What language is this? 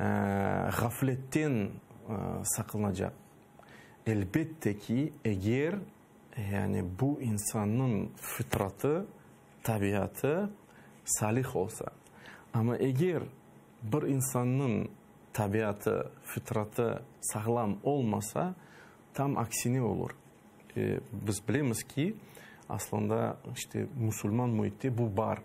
Crimean Tatar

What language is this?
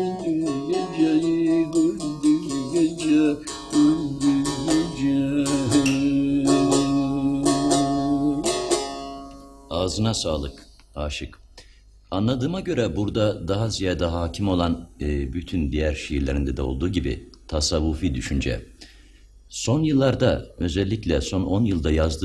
Turkish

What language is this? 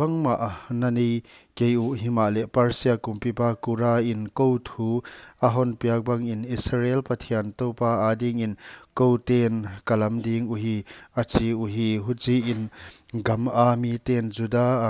Paite Chin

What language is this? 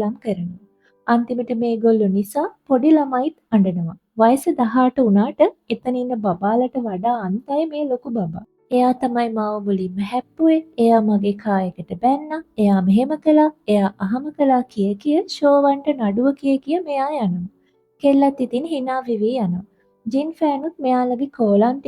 Sinhala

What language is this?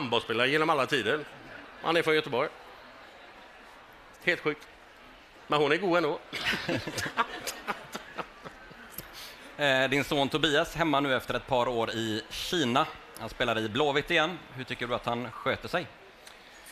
Swedish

